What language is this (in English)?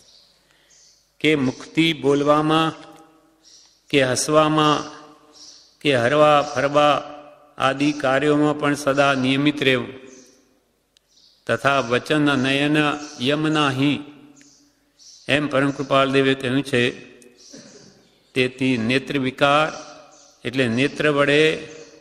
Gujarati